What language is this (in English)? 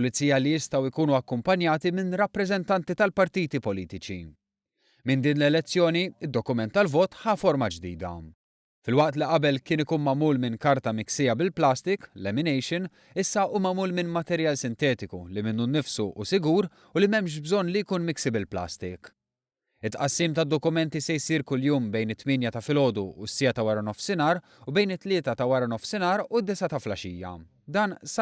Maltese